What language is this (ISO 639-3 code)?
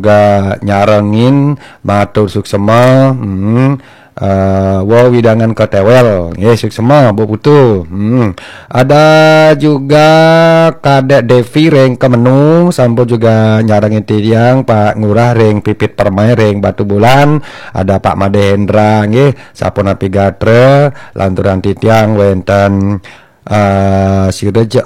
ban